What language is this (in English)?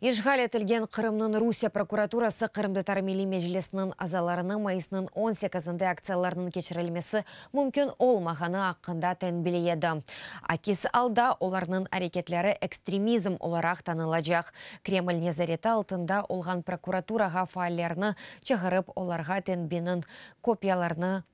Crimean Tatar